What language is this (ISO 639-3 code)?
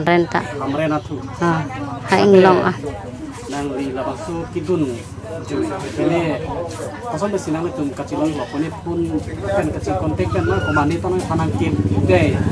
mjw